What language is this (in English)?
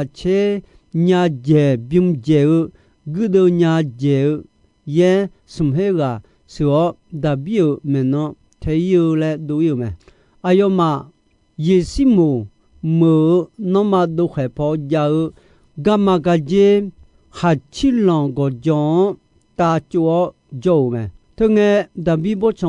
Akha